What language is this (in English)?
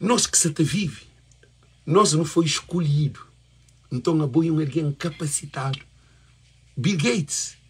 Kabuverdianu